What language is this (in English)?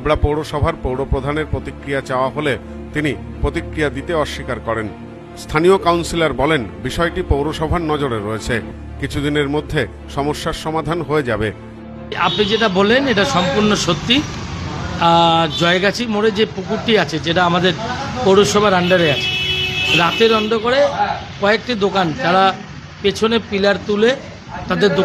Bangla